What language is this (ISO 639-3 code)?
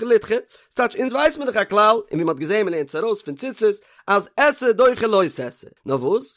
yid